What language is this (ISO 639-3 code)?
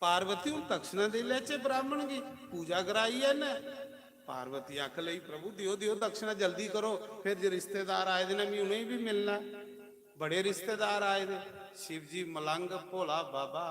doi